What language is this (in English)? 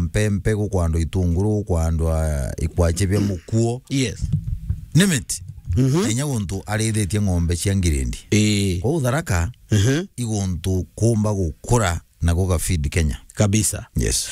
Meru